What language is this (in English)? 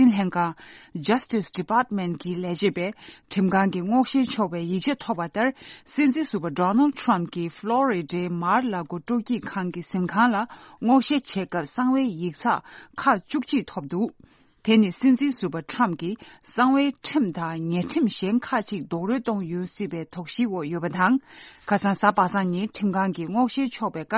Tibetan